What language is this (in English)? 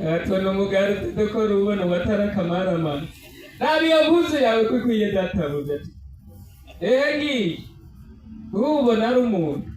Rundi